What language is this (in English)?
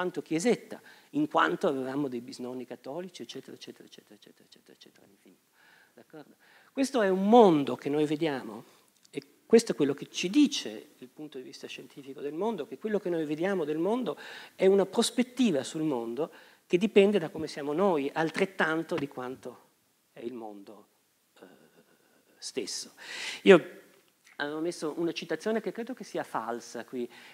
Italian